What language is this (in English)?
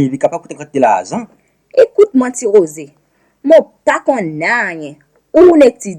Seselwa Creole French